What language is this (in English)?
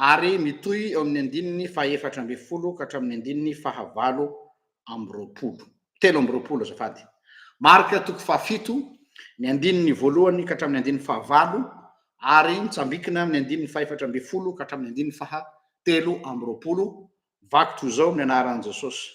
Malagasy